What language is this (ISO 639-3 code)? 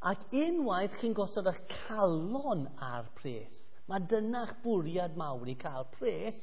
cym